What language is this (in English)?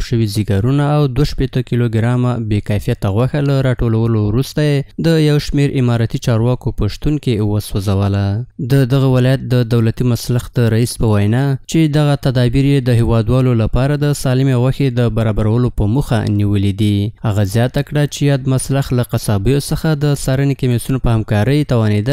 Pashto